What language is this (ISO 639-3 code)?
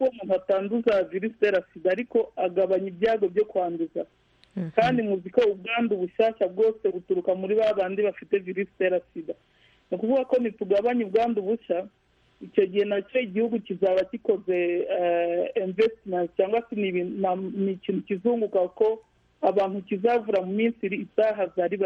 kin